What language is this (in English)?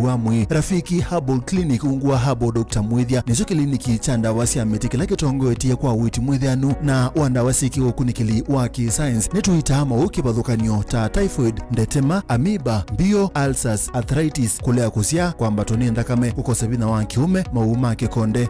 Kamba